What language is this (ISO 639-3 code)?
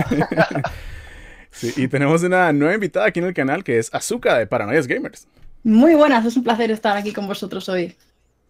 spa